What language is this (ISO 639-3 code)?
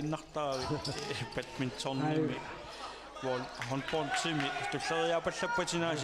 kal